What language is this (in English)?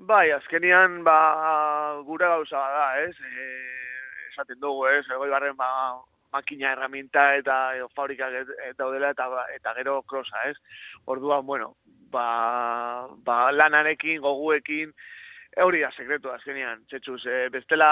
Basque